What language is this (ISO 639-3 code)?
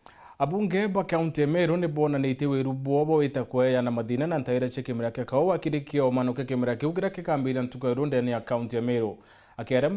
mer